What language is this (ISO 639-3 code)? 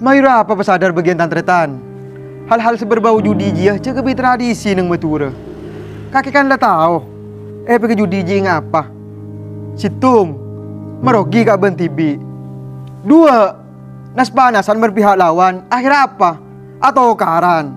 mad